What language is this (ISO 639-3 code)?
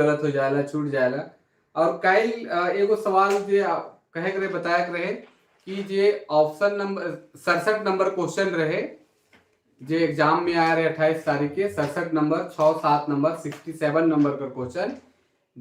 sck